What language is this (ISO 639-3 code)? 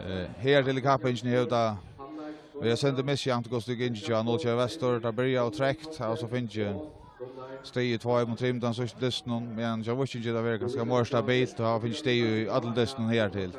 fao